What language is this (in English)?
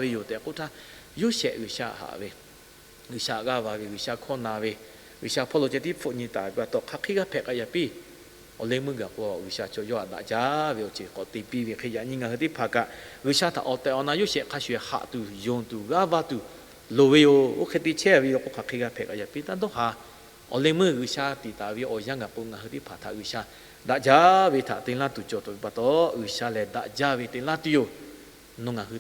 Lahu